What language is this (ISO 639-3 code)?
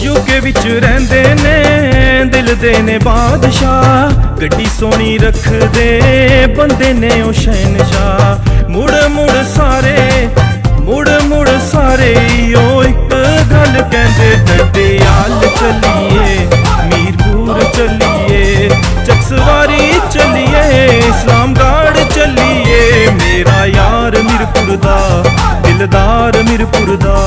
phr